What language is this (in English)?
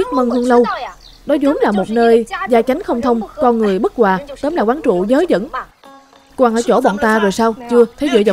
Vietnamese